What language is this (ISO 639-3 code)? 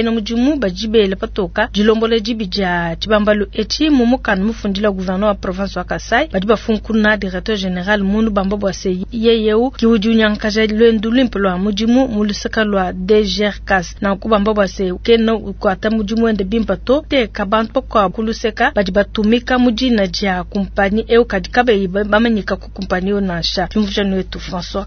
lua